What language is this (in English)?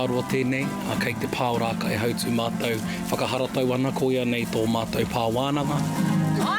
Māori